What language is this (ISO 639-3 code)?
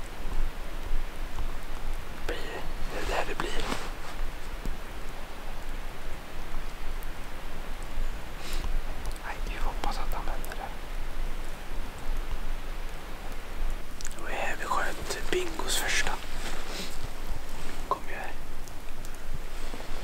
swe